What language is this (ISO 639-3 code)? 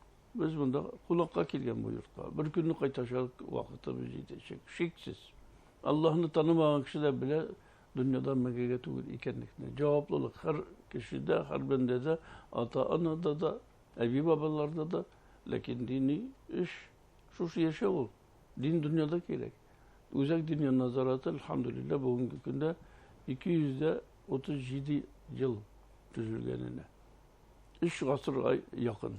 bak